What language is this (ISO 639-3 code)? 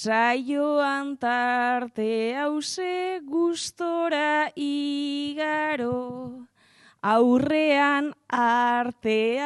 eus